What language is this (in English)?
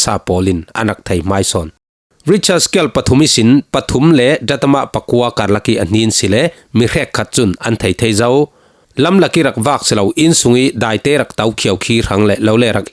Falam Chin